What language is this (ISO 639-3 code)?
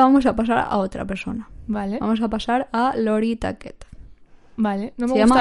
spa